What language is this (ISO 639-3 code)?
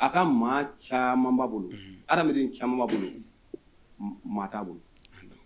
bam